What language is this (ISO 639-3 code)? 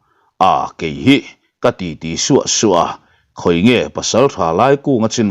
lus